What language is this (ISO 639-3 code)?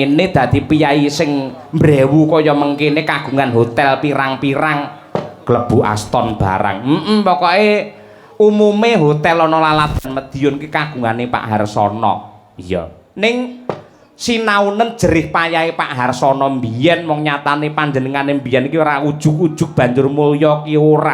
jav